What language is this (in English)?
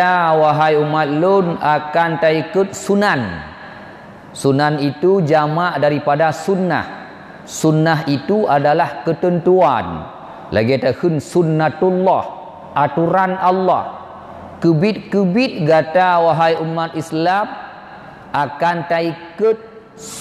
Achinese